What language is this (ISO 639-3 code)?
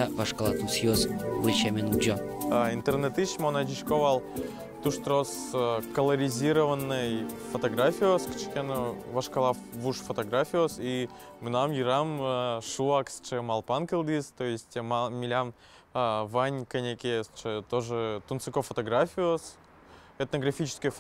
udm